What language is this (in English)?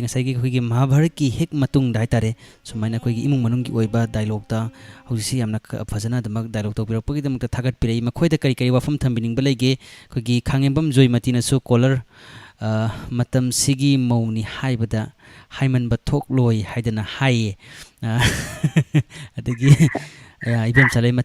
Manipuri